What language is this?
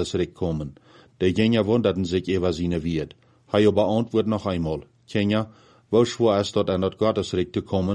Plautdietsch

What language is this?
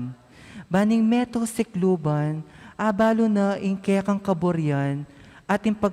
Pampanga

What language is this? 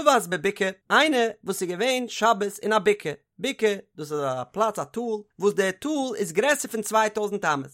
Yiddish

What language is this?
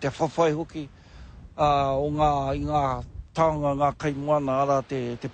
Māori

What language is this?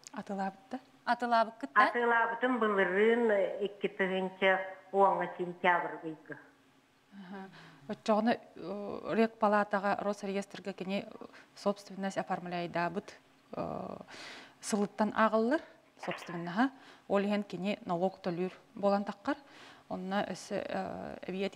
Yakut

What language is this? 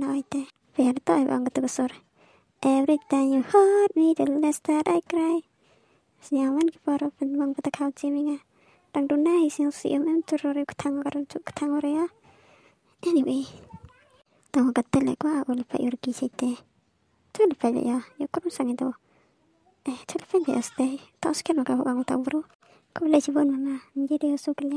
Malay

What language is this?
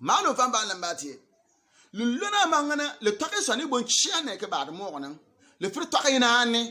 Bimoba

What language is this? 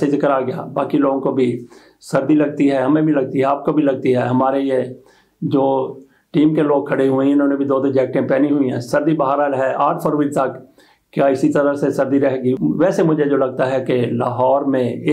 Urdu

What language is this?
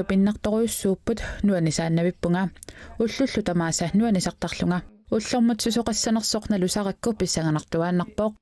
Kalaallisut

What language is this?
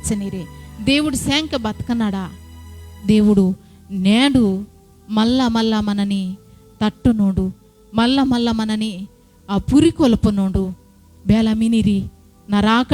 Koya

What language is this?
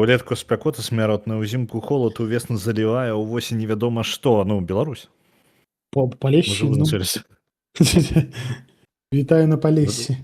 Belarusian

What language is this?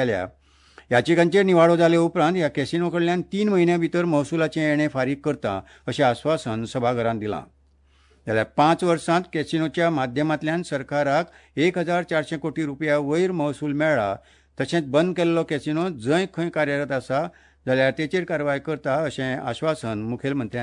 Konkani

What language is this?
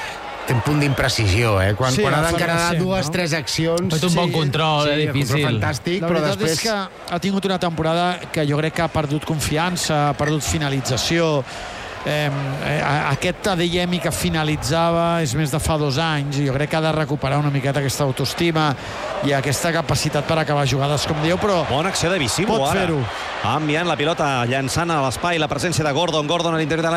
Catalan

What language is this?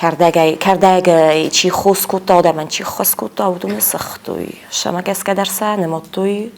Ossetic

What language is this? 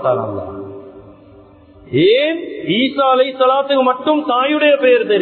Tamil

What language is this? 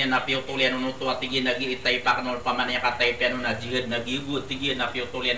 Maranao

